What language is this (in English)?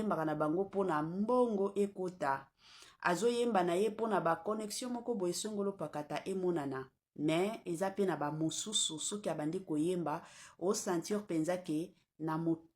Lingala